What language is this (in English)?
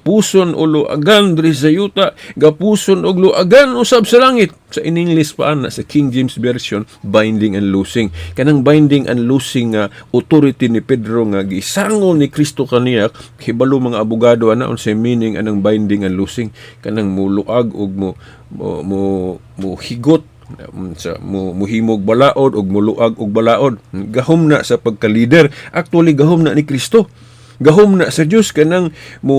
Cebuano